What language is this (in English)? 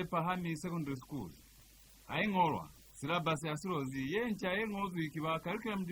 Lozi